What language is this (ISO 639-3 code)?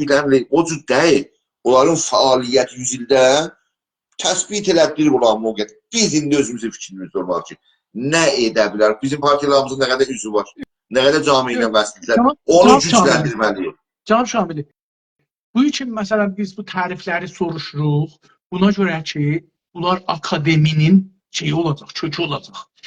azb